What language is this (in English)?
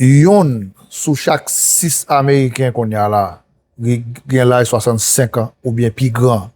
Haitian Creole